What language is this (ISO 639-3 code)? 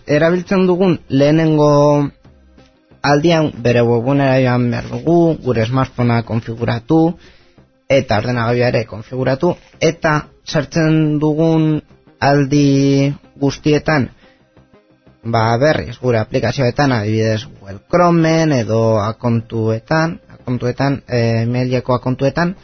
eus